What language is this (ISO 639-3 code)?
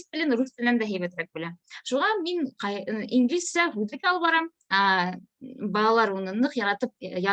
bak